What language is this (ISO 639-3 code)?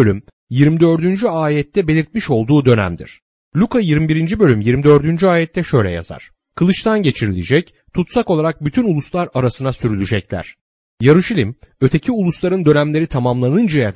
tur